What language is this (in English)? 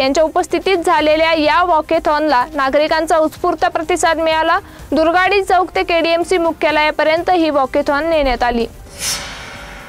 Marathi